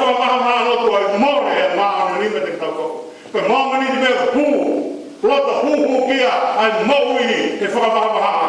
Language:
Tongan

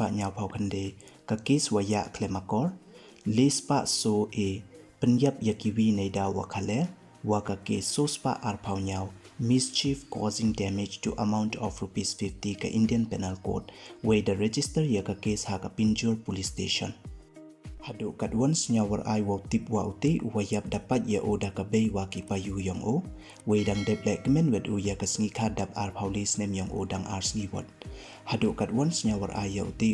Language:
Pnar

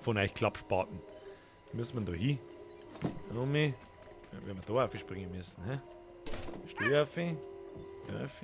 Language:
Bavarian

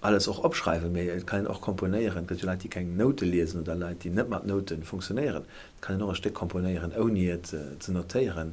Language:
Luxembourgish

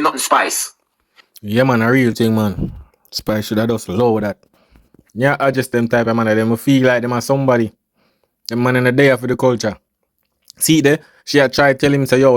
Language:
Jamaican Creole English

